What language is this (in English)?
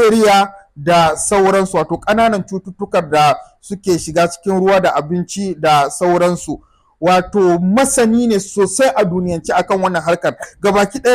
Hausa